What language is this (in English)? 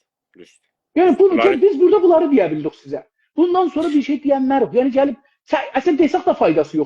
South Azerbaijani